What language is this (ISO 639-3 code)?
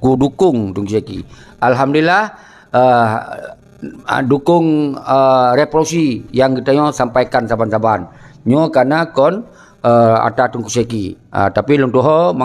ace